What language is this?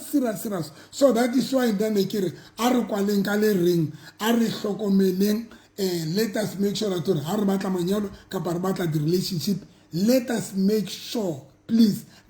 Southern Sotho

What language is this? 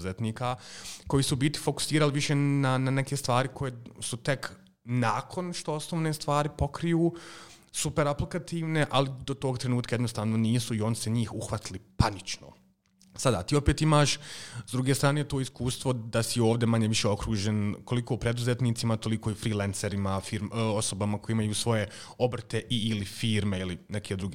Croatian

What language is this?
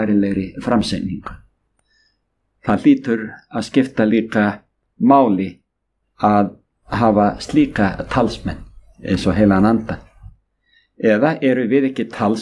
Icelandic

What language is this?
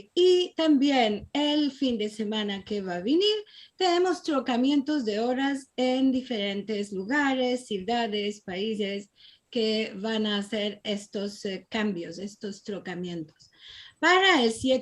Ladino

